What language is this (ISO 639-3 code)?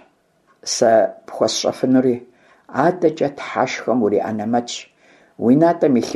kbd